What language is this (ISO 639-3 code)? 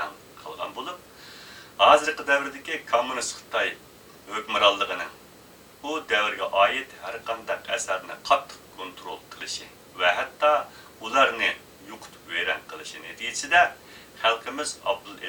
uig